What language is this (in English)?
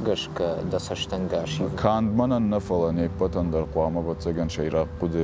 Ossetic